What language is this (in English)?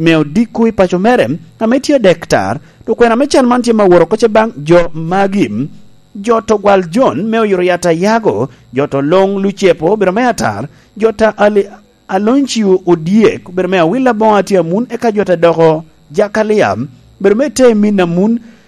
Lango (Uganda)